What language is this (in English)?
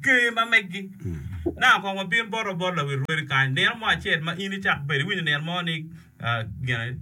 Acoli